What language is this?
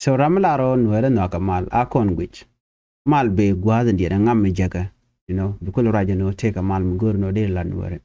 Nuer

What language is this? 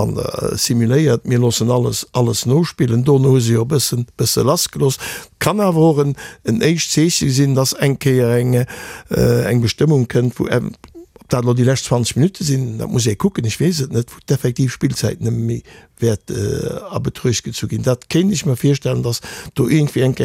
Luxembourgish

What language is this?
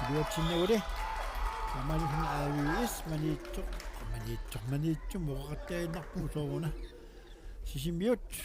Kalaallisut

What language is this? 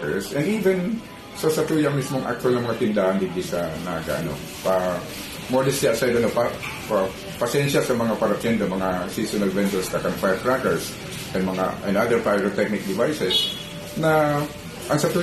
Bikol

